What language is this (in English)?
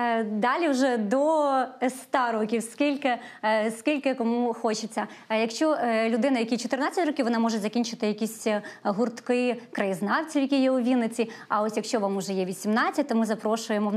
Ukrainian